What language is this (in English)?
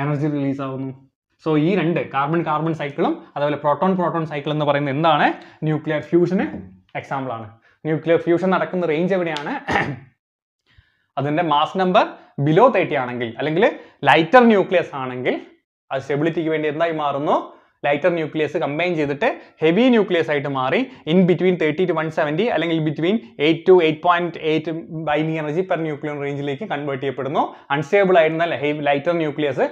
Malayalam